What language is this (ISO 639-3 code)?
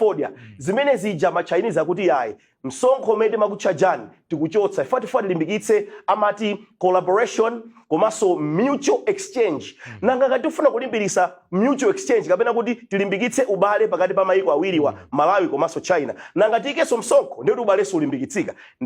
nya